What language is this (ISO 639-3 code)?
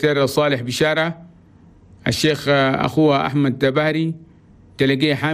shu